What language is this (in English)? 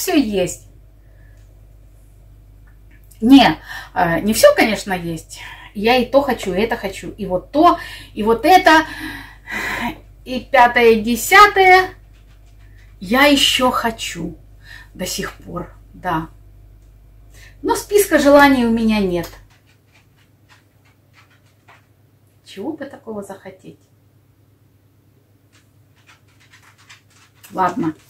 Russian